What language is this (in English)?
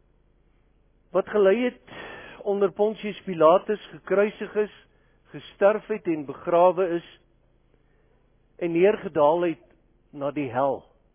Afrikaans